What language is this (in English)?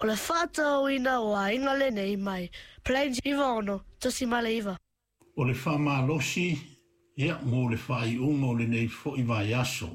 Samoan